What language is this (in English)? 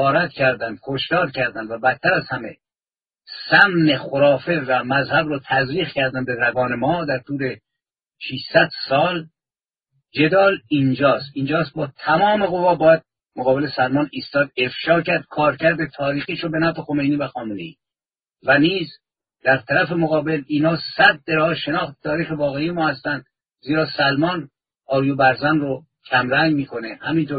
Persian